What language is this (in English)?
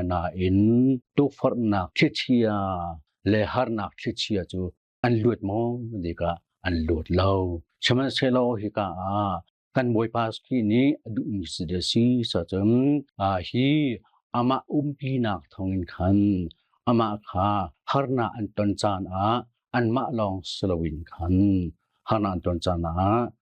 Hakha Chin